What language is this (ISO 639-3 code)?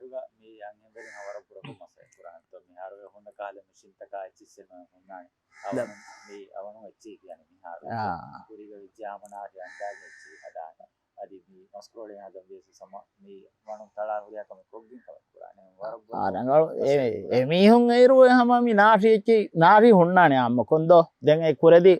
div